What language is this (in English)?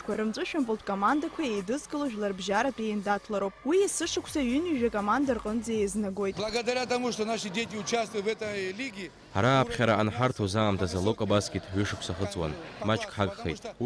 Abkhazian